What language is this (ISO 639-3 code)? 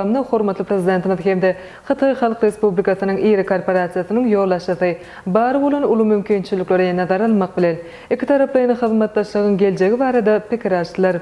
tuk